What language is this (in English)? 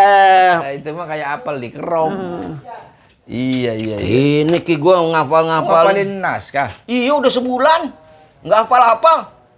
Betawi